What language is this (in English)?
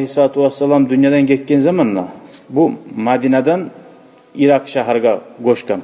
Kumyk